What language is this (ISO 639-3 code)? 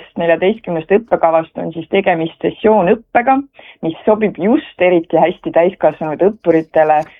est